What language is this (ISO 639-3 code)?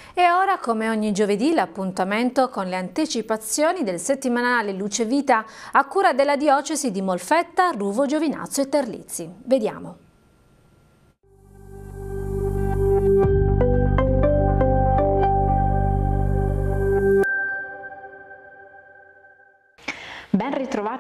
ita